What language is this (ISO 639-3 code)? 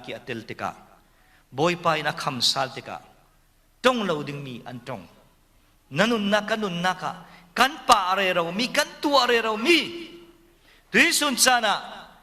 cfm